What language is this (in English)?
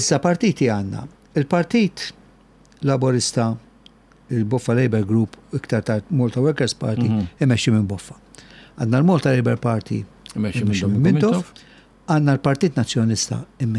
Maltese